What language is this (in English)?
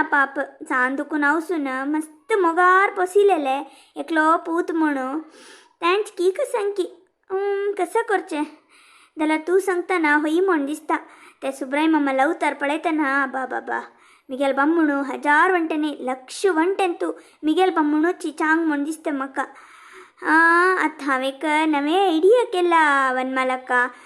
Konkani